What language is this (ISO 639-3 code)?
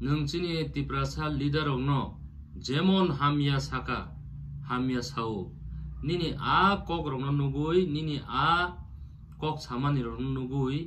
trp